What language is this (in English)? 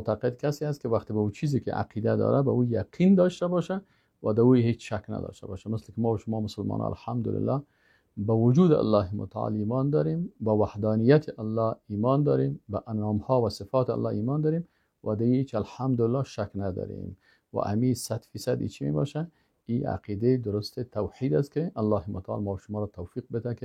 Persian